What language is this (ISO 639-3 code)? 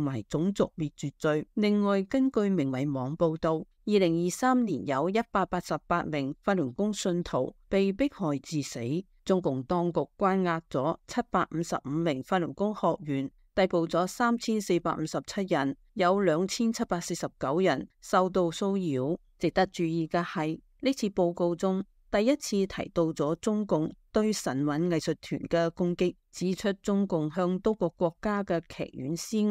yue